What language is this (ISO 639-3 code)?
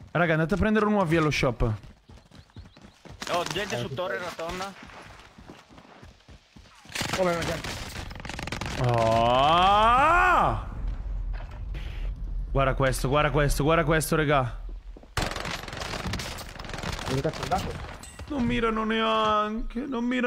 ita